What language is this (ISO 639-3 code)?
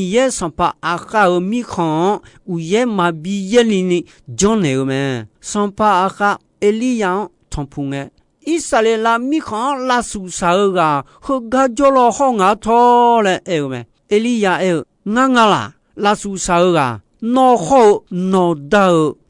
ahk